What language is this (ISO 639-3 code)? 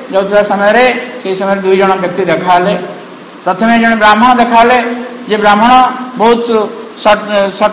ori